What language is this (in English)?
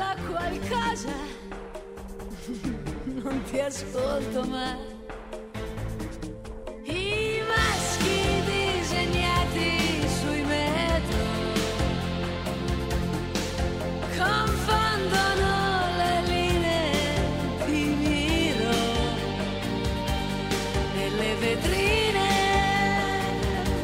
Italian